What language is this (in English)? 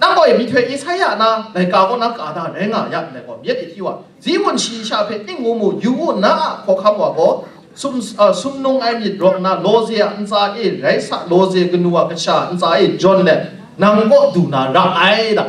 Kachin